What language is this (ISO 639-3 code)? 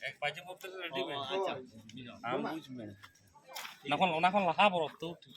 sat